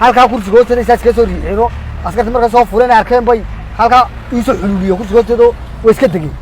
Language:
Somali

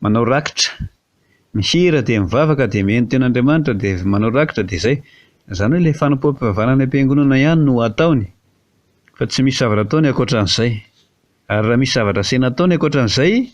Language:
Malagasy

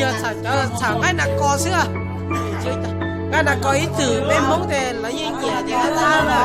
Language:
Hmong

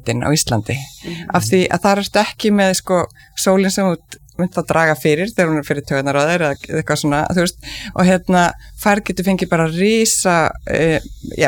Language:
Icelandic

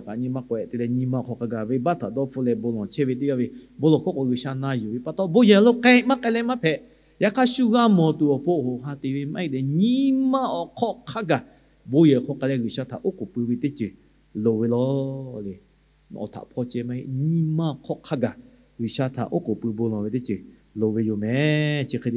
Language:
Lahu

